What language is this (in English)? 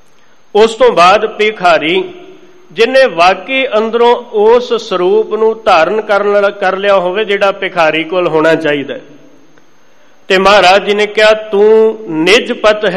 Punjabi